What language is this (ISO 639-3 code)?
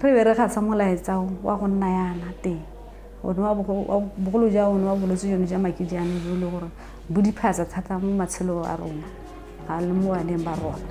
tsn